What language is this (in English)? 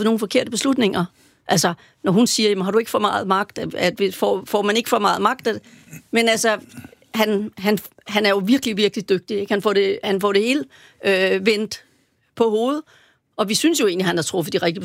Danish